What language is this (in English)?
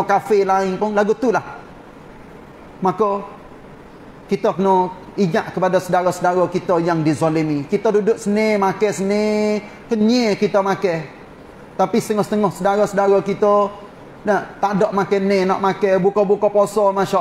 Malay